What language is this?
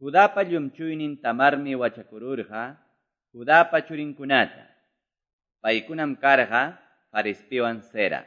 Quechua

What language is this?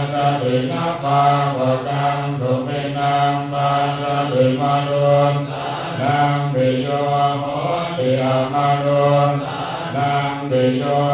Pali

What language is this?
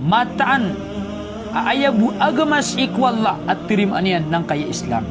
Maranao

